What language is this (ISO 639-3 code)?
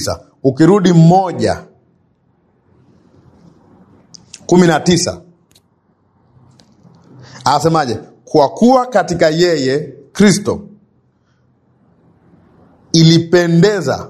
swa